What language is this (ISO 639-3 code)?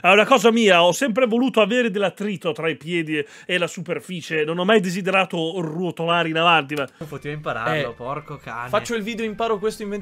ita